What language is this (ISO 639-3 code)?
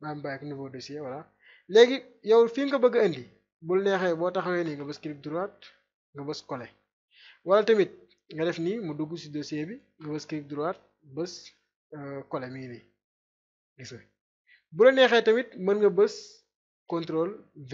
wol